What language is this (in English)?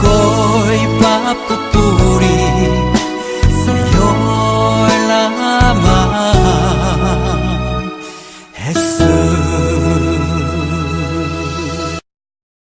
Filipino